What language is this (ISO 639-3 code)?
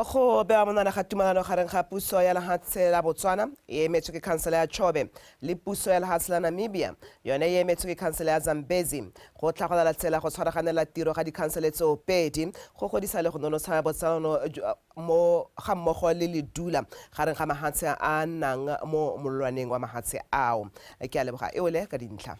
tsn